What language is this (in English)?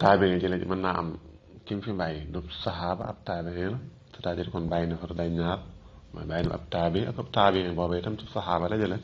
Wolof